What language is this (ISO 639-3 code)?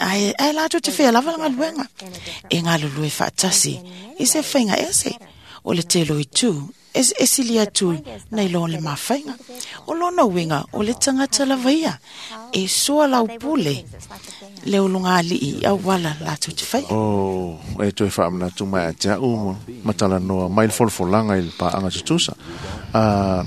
smo